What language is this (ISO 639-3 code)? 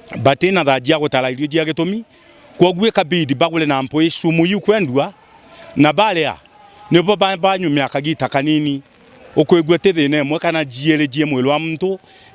mer